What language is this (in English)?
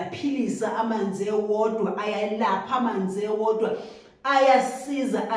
Zulu